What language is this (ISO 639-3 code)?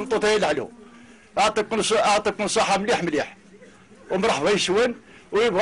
kab